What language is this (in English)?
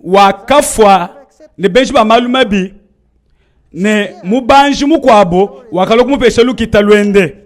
Luba-Lulua